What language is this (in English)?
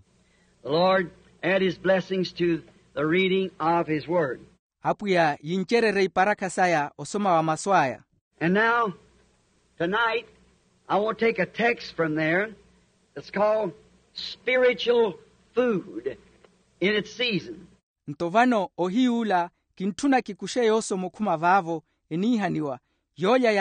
Makhuwa